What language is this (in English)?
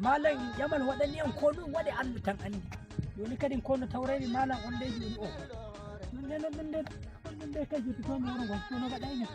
Nigerian Fulfulde